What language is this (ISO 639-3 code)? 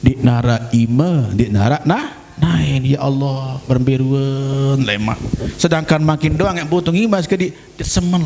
sas